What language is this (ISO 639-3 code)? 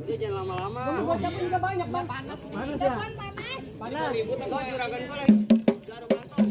bew